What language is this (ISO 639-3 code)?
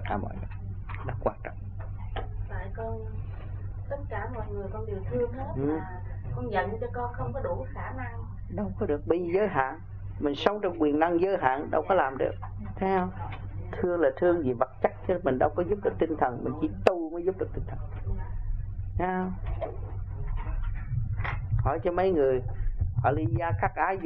vie